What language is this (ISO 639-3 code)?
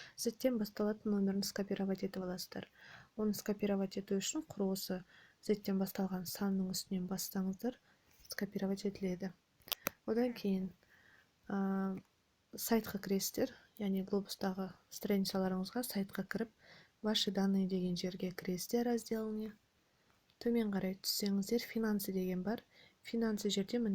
kaz